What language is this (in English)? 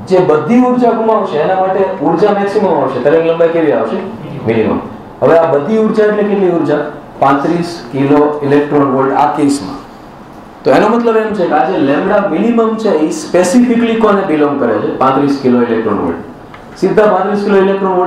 Gujarati